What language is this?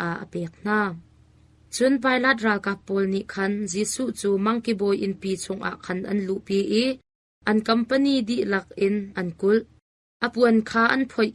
Hakha Chin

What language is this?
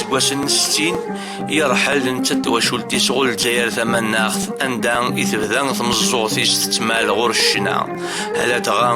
Kabyle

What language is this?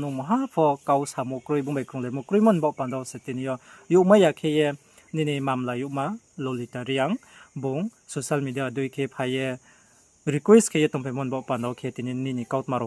Riang (India)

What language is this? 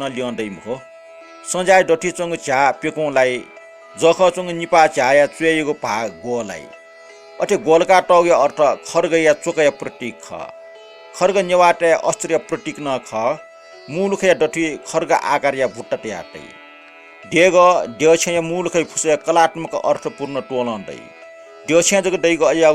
Newari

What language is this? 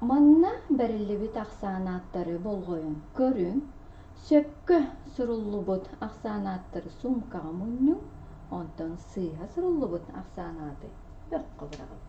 Yakut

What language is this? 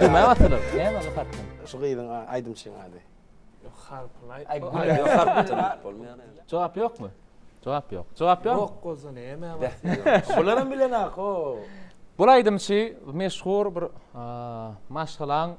Turkmen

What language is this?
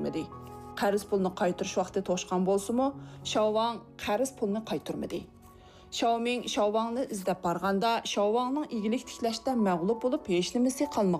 Uyghur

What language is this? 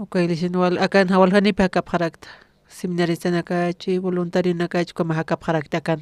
Aymara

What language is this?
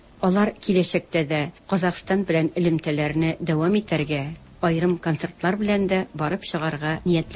Tatar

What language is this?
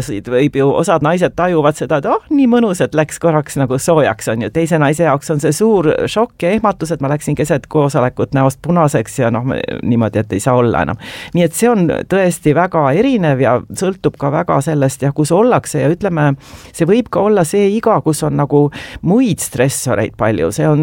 Estonian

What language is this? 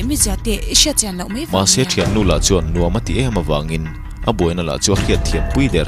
Mizo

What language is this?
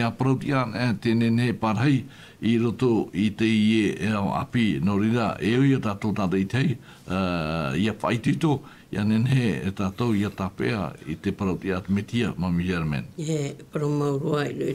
Tahitian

